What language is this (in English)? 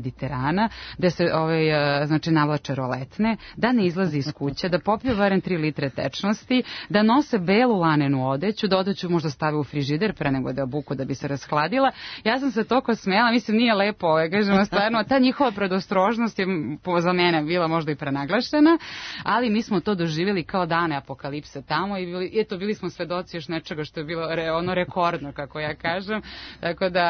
Serbian